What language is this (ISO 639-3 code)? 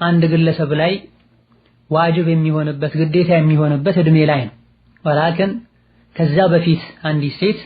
amh